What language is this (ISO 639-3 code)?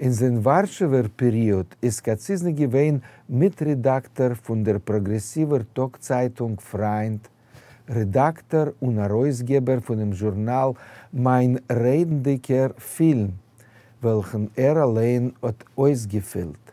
yid